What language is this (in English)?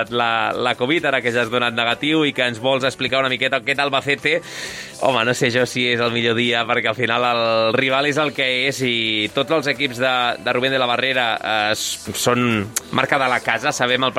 Catalan